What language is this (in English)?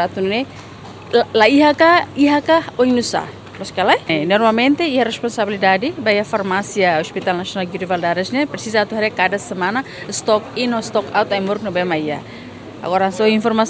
Tetum